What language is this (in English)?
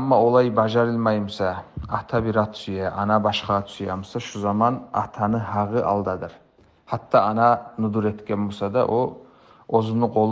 Kumyk